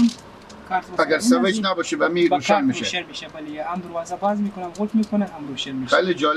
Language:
Persian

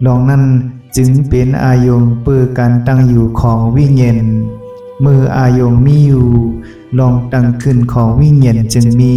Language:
Shan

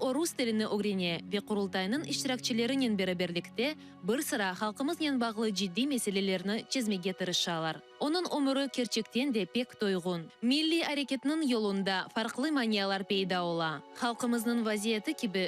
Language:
Crimean Tatar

